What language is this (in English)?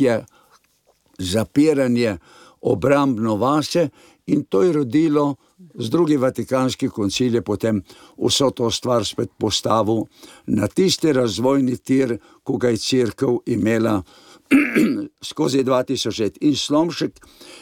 Slovenian